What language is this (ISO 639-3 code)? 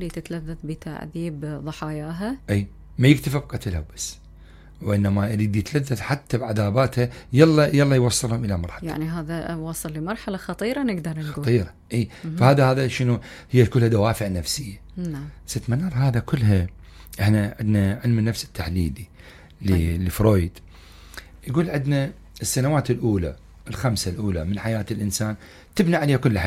acm